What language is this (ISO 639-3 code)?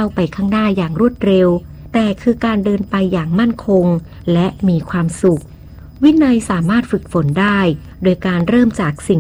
tha